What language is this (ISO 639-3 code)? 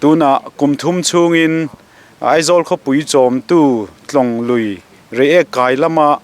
lus